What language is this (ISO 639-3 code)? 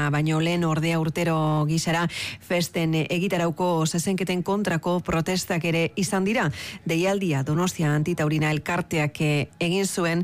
eus